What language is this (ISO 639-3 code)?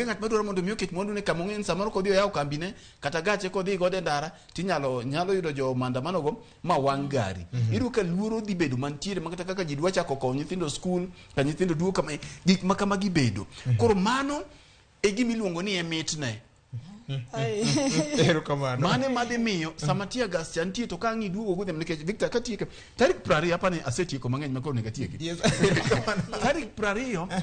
luo